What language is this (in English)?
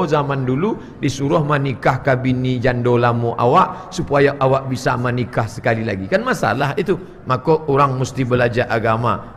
Minangkabau